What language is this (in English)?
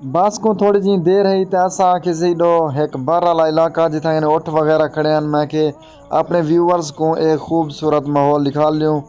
Saraiki